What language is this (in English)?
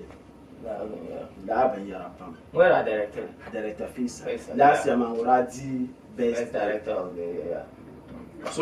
Dagbani